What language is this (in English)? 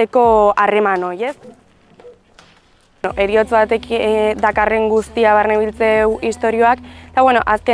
Basque